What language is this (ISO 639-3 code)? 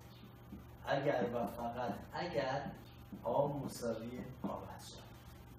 fas